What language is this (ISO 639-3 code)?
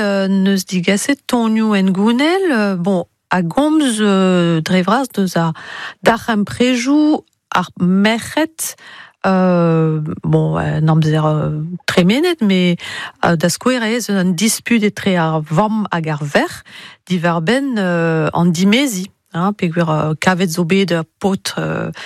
bre